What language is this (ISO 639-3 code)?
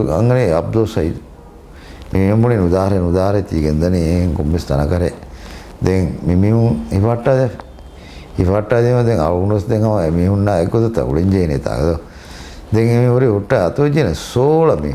div